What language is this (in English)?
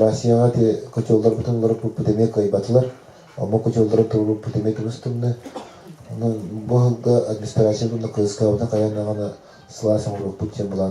Yakut